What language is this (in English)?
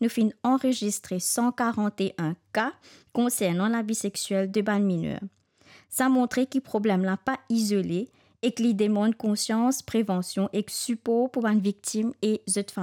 Morisyen